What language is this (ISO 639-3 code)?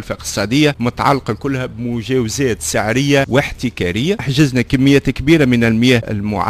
aeb